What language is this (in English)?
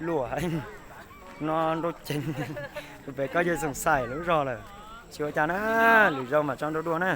Hmong